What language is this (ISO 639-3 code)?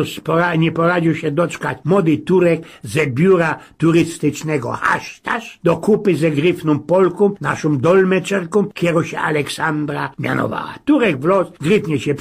szl